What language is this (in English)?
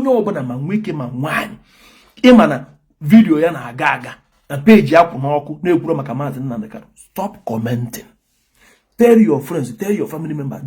Igbo